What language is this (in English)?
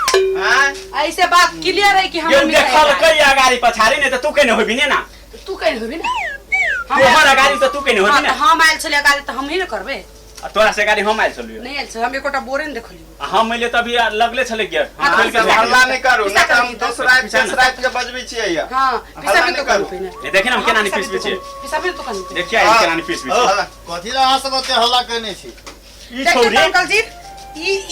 Maithili